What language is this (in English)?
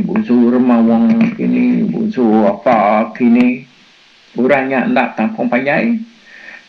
Iban